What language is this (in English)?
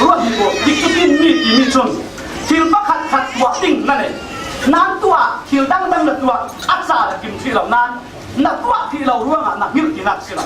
Falam Chin